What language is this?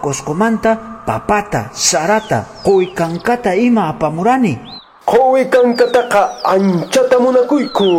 Quechua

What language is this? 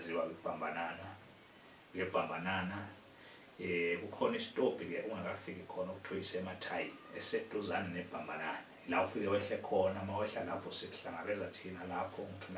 Zulu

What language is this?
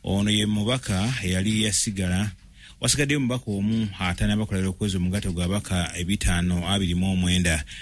Ganda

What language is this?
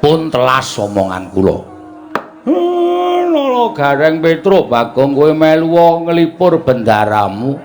Javanese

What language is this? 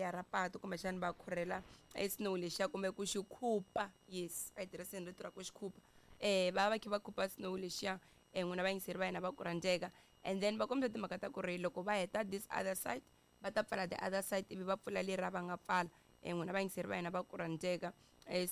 Tsonga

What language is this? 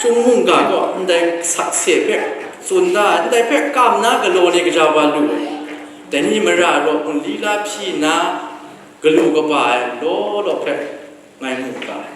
Kachin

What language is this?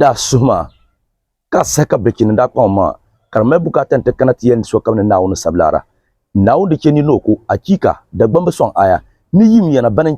Dagbani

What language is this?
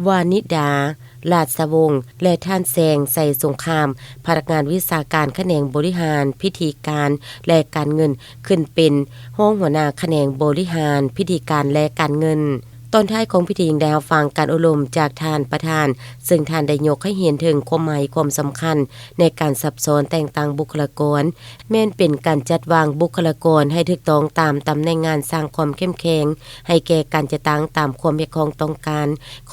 Lao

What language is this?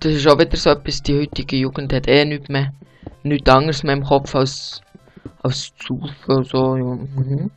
Swiss German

